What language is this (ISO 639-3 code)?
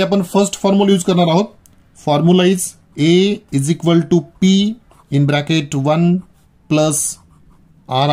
mar